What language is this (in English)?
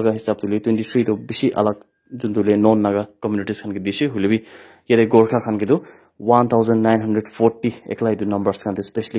Naga Pidgin